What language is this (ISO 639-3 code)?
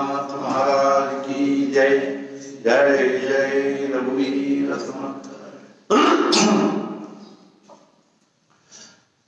kan